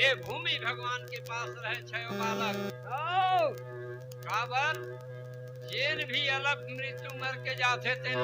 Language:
Chhattisgarhi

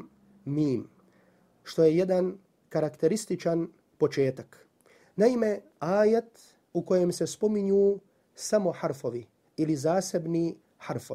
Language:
Bosnian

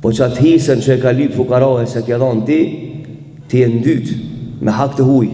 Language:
Albanian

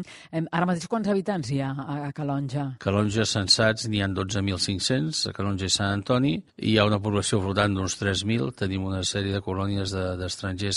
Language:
Catalan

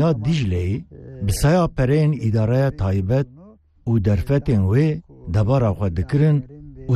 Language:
Kurdish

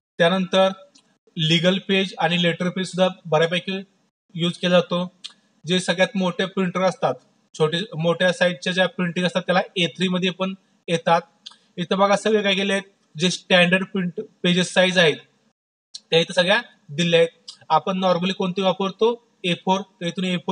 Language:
Marathi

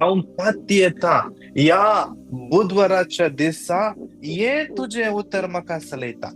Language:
Konkani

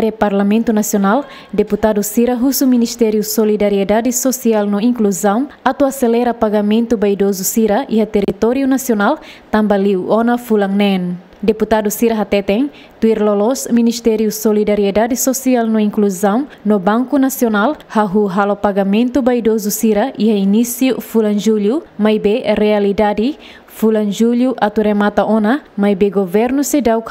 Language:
Tetum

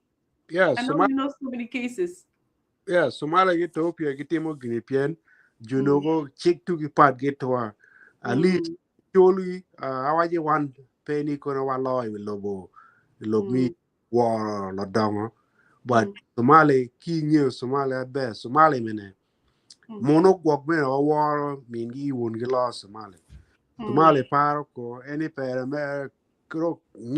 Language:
Acoli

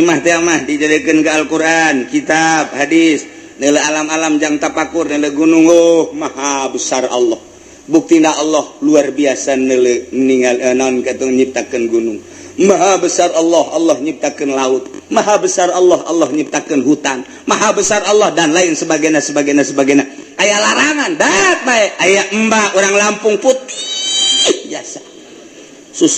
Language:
Sundanese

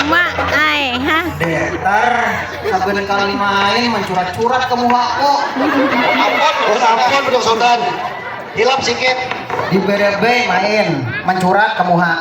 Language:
Banjar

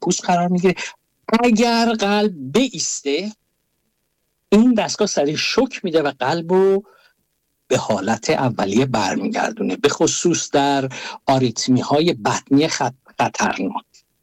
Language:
Persian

